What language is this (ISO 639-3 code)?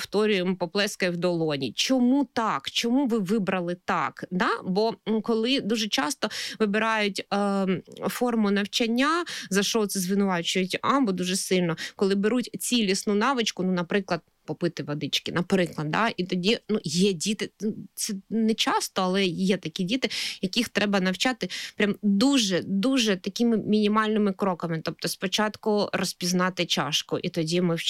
ukr